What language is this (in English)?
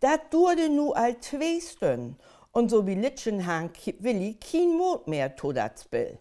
Low German